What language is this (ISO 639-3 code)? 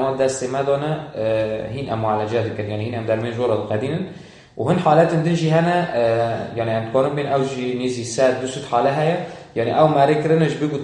kur